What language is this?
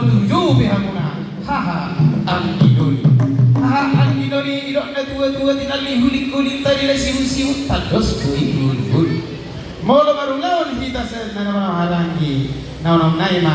Batak Toba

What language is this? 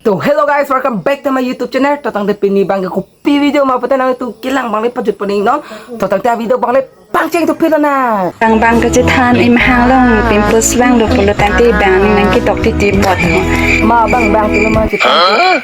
Karbi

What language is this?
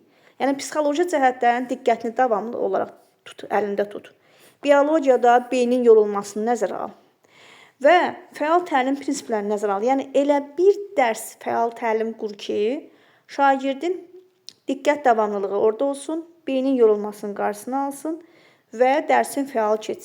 Azerbaijani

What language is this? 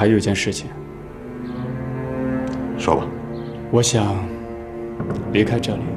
Chinese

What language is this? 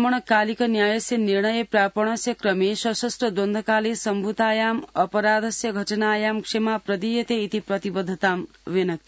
Sanskrit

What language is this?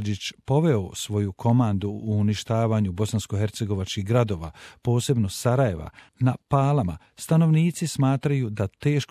Croatian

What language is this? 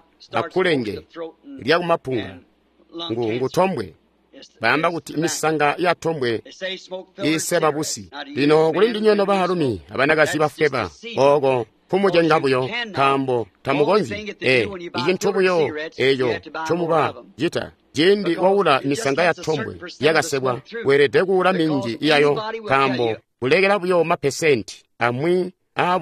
Tonga (Zambia)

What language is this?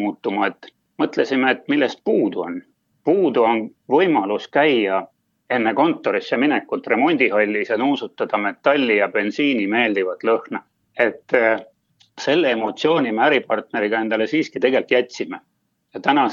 Estonian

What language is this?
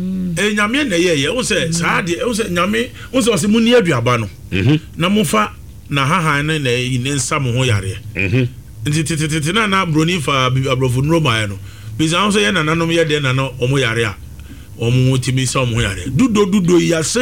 Akan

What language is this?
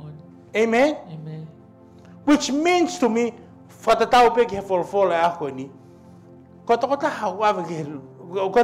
Tongan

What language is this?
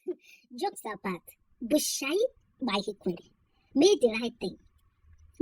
Igbo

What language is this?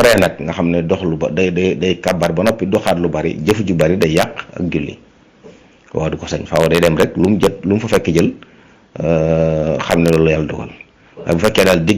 Wolof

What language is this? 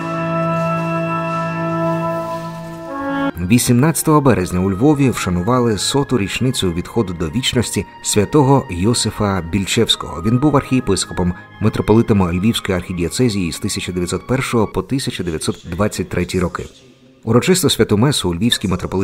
Ukrainian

